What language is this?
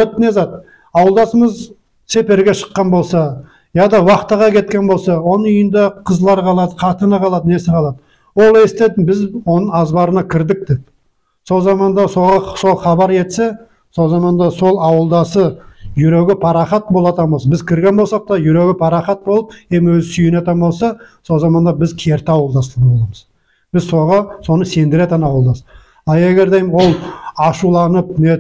Nogai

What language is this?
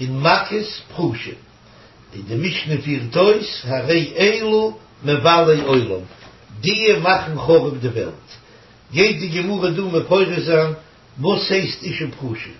Yiddish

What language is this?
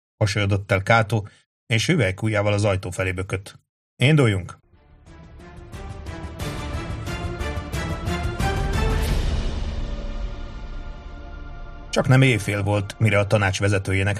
Hungarian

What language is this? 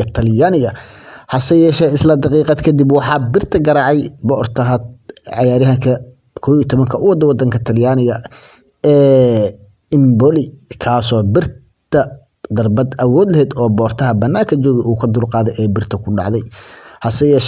Somali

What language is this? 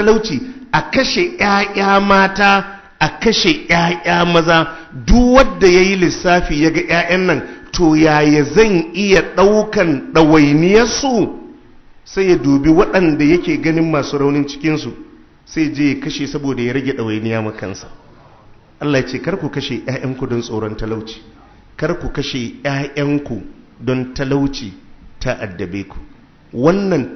Hausa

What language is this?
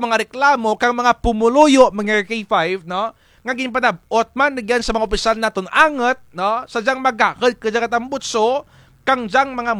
Kinaray-a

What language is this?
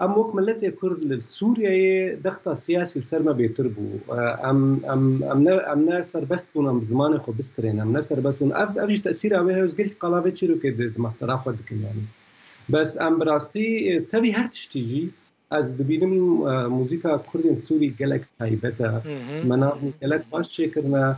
Kurdish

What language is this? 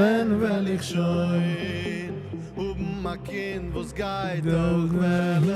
Yiddish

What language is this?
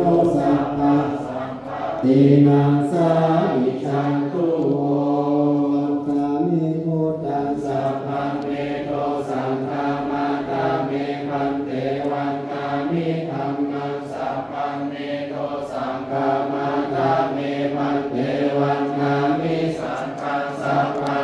Pali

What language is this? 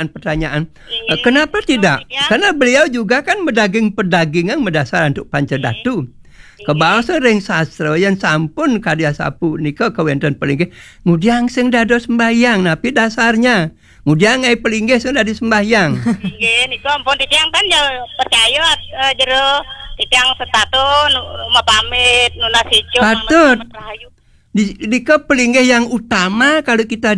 Balinese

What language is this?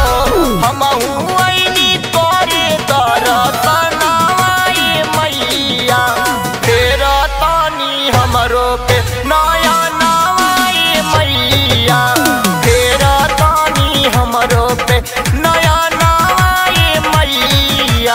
Bhojpuri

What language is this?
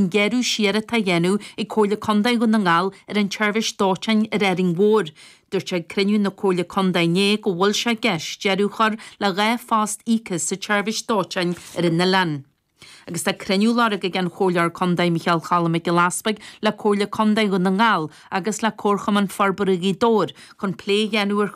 Irish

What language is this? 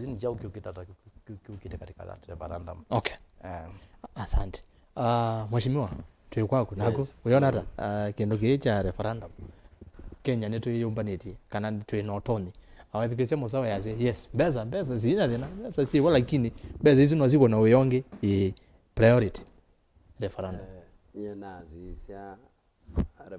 Kamba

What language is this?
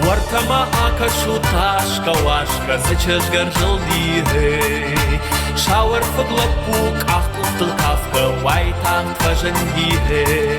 Ossetic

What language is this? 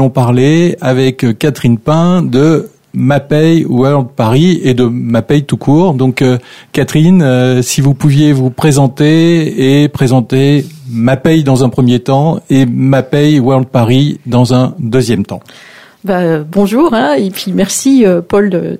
French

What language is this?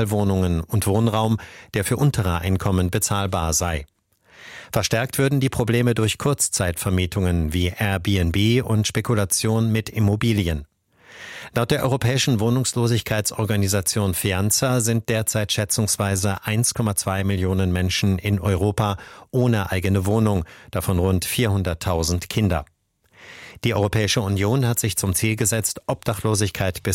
German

